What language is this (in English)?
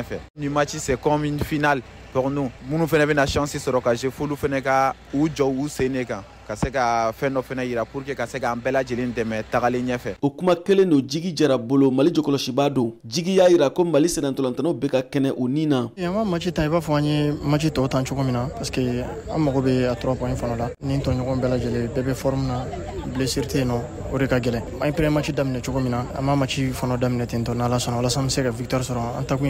Bambara